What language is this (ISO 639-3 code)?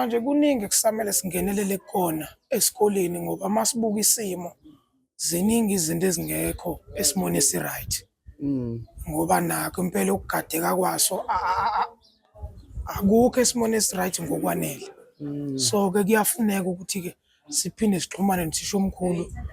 zul